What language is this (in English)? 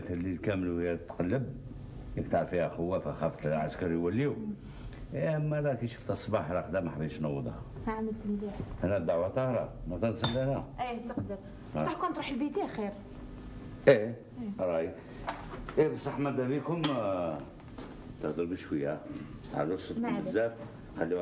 Algerian Arabic